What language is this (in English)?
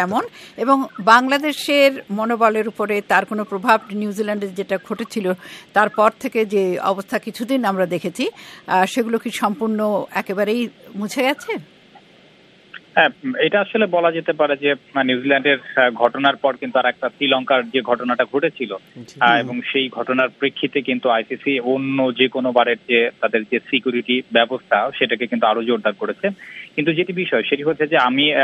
Bangla